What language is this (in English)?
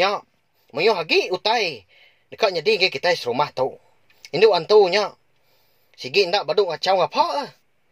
Iban